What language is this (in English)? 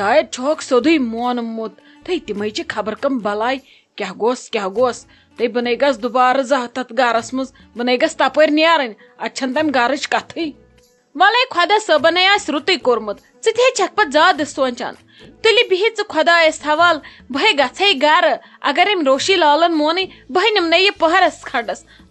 Kashmiri